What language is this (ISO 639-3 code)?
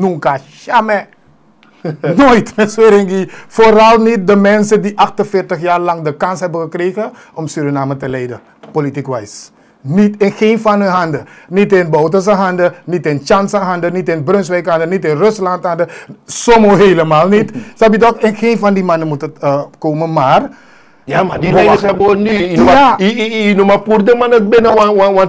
nld